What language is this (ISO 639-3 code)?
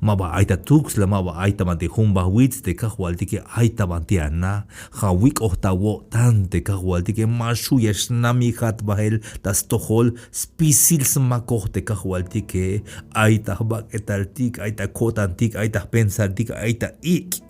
tzh